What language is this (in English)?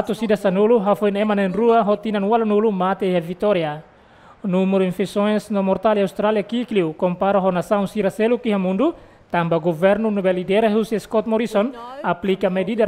Tetum